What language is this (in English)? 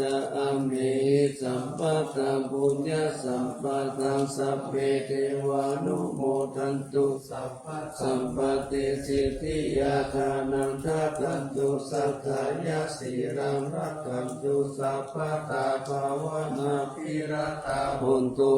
Pali